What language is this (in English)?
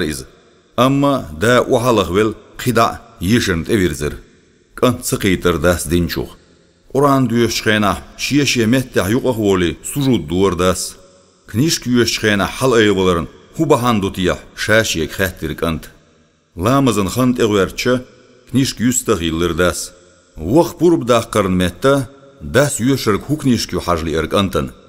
Chechen